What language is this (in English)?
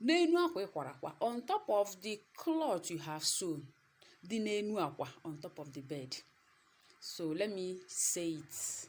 Igbo